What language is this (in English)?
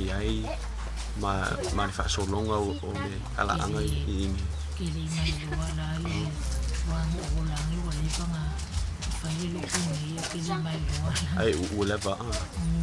Samoan